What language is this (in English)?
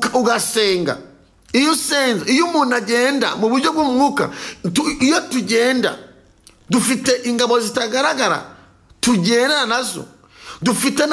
Kinyarwanda